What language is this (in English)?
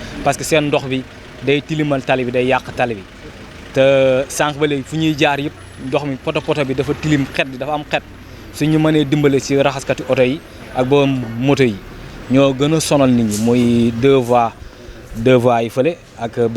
Wolof